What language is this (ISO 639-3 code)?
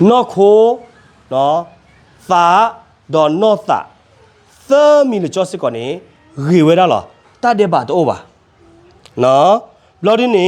ksw